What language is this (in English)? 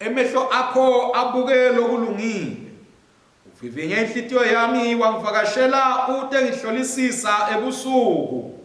Swati